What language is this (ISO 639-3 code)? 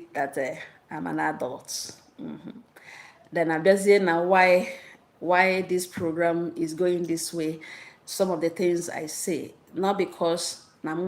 ibo